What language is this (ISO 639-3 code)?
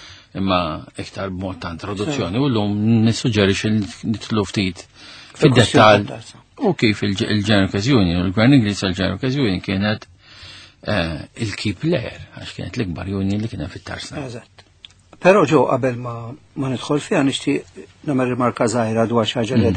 mlt